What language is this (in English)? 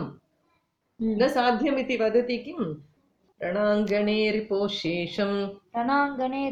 Sanskrit